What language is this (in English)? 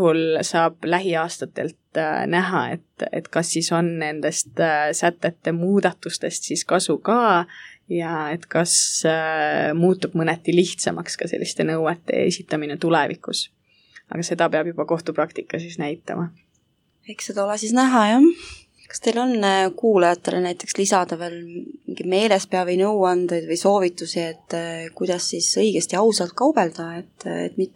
Estonian